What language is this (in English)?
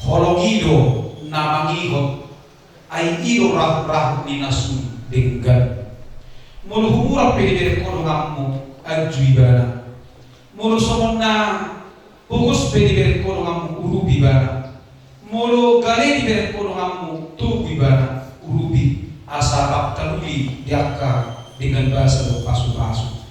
Batak Toba